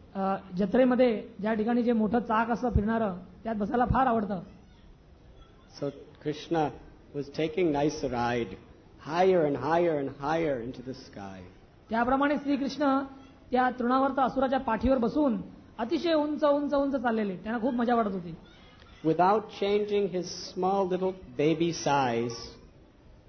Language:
Marathi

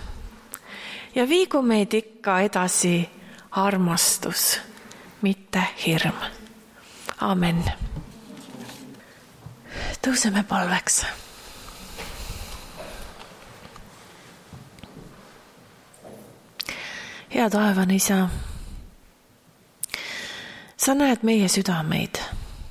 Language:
Estonian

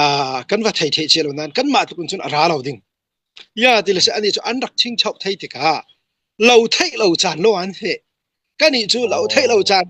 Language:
Falam Chin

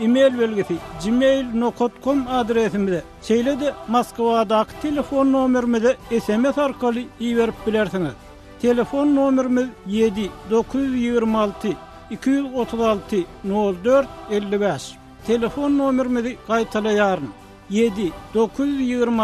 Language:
Turkmen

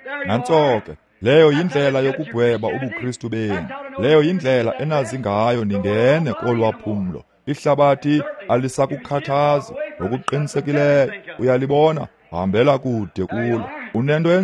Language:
Xhosa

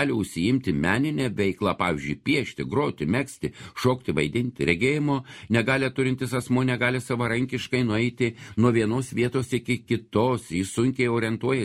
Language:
Lithuanian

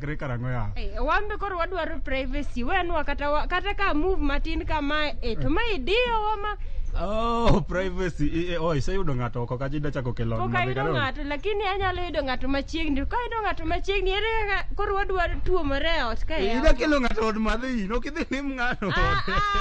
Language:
Luo (Kenya and Tanzania)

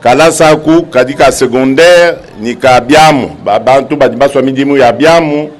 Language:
Luba-Lulua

